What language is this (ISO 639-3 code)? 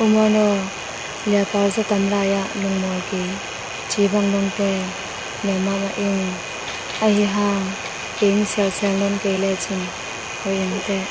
ctd